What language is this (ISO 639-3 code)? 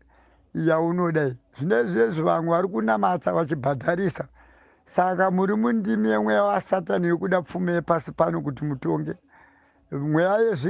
sna